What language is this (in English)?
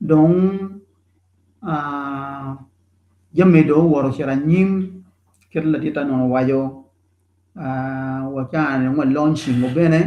Acoli